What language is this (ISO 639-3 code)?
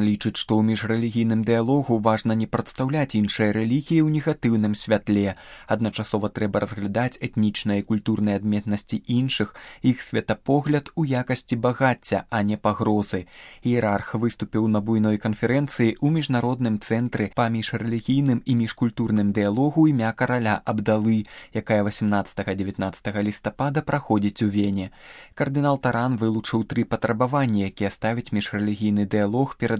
bel